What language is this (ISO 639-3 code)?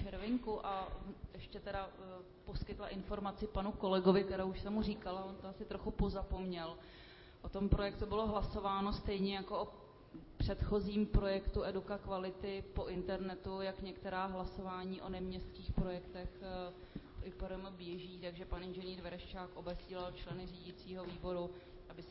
ces